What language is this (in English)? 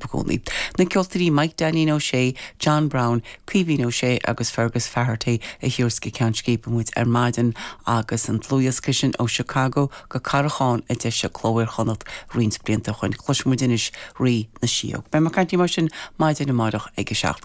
Irish